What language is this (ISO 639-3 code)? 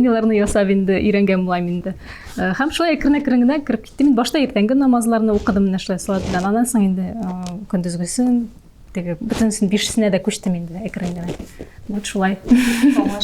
tat